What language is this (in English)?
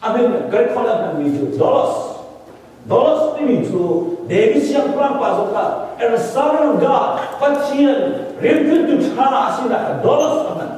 Hakha Chin